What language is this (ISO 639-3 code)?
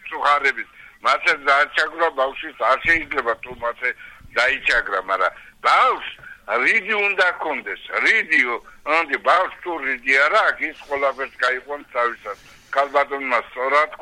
kat